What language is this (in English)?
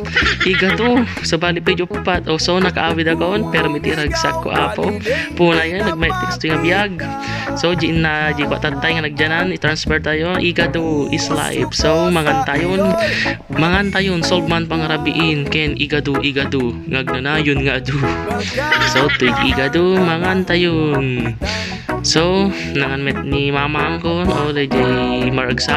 Iloko